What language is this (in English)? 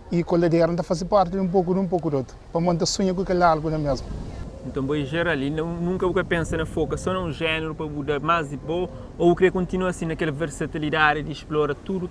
Kabuverdianu